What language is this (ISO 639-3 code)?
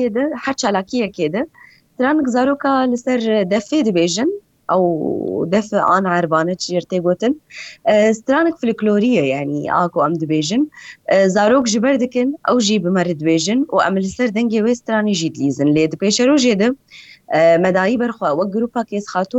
kur